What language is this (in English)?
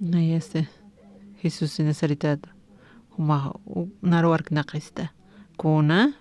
Aymara